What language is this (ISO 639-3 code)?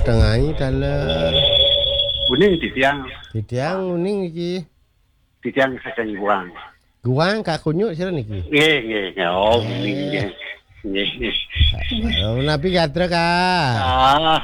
ban